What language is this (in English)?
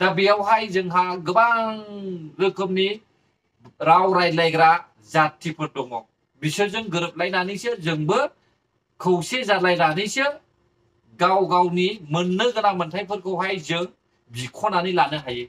Bodo